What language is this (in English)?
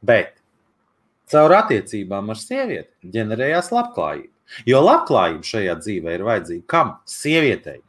Latvian